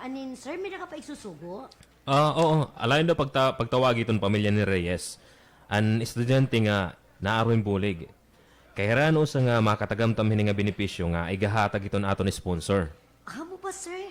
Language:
Waray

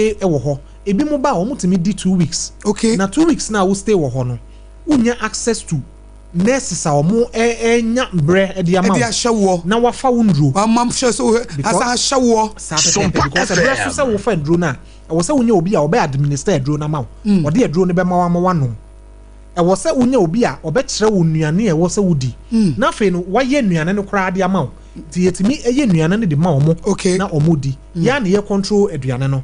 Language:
Akan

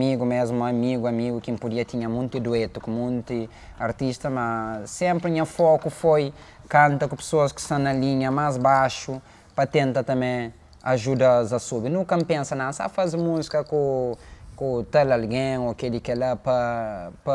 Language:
Kabuverdianu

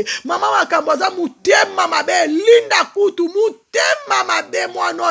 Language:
Lingala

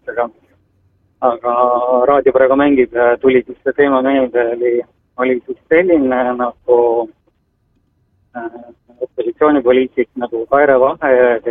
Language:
Estonian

